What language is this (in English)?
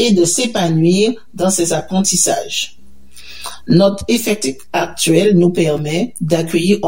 French